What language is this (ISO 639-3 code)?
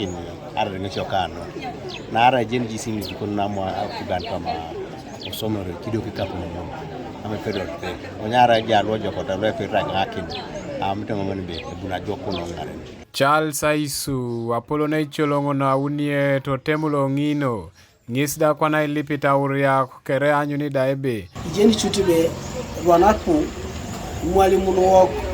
teo